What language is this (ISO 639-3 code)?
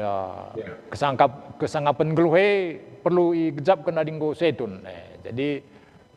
btx